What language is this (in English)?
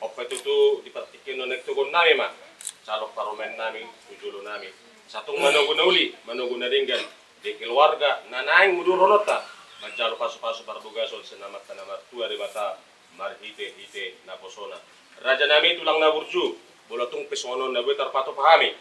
Batak Toba